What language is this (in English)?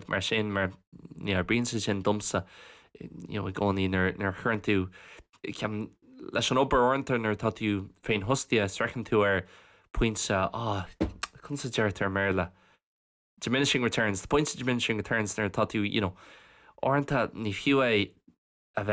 Irish